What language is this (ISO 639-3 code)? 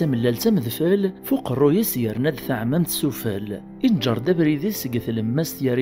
kab